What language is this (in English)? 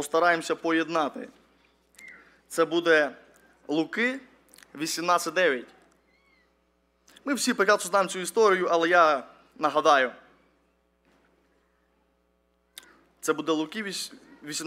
Ukrainian